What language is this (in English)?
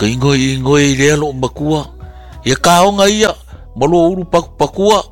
Samoan